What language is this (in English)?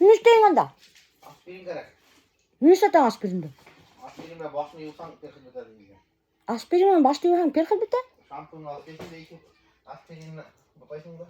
Bashkir